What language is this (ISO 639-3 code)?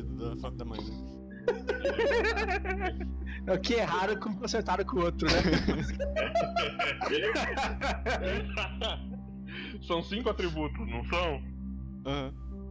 por